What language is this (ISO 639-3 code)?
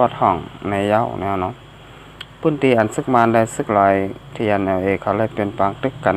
shn